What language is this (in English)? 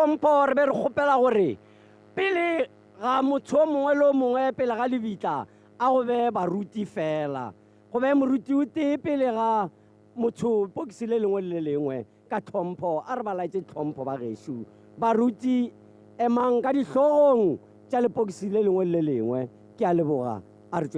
Tswana